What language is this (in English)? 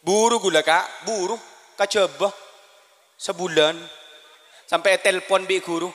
Madurese